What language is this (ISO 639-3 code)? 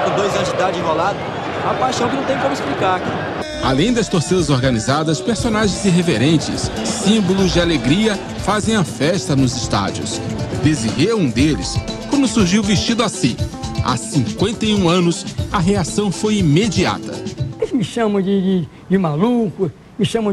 por